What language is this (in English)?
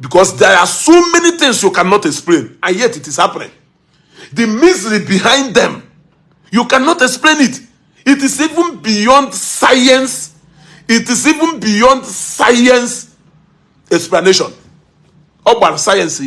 Igbo